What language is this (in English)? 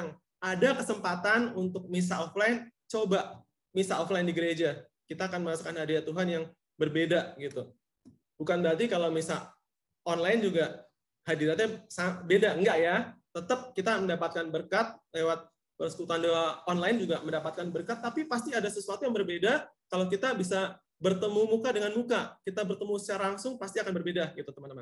Indonesian